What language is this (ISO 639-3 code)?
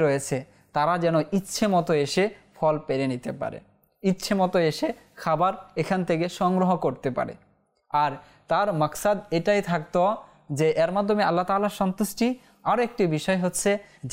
ben